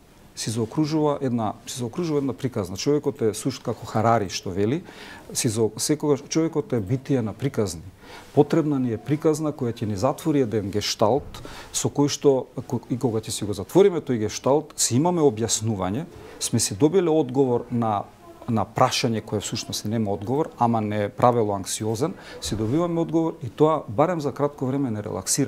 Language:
Macedonian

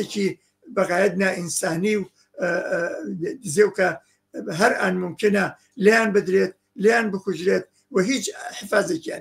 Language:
Central Kurdish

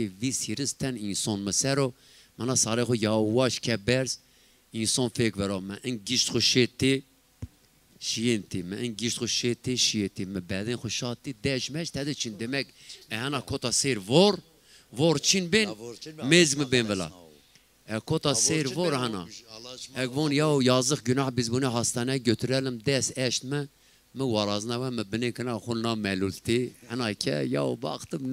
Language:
Zaza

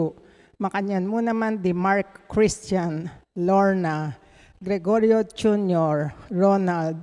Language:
Pampanga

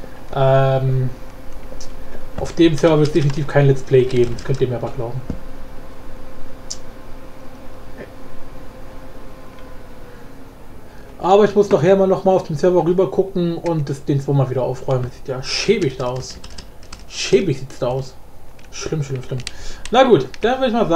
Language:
German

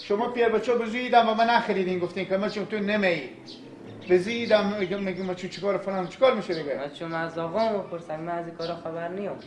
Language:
Persian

